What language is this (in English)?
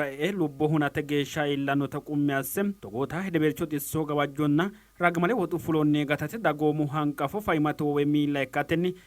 Sidamo